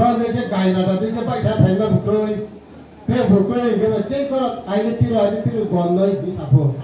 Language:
Riang (India)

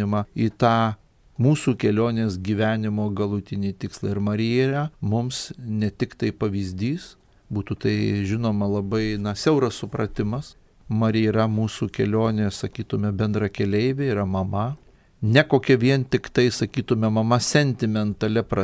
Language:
Lithuanian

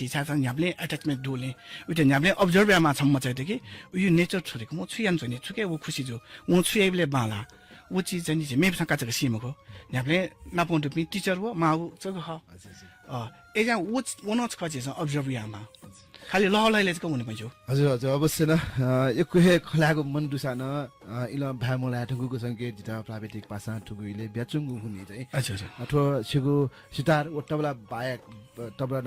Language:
Newari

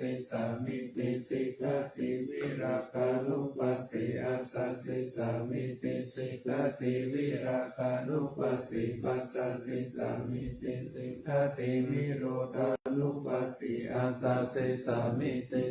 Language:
Pali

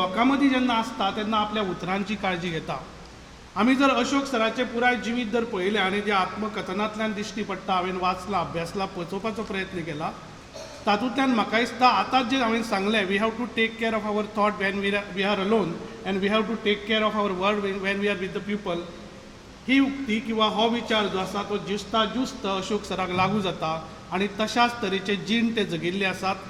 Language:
Konkani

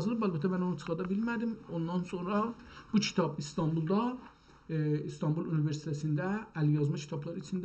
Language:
South Azerbaijani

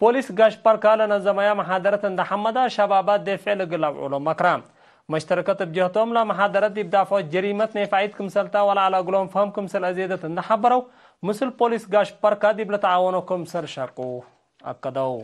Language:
Tigre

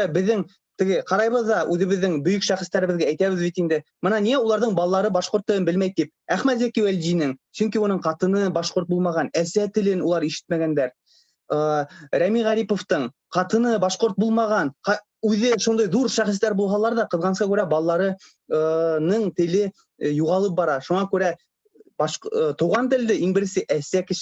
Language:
Bashkir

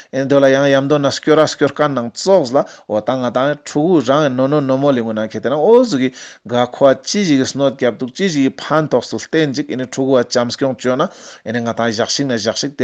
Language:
Ladakhi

